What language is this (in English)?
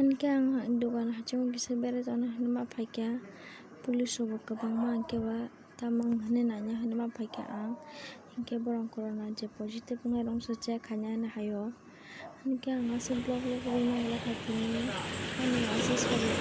Kok Borok